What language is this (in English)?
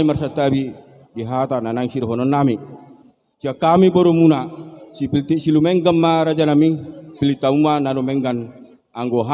Batak Toba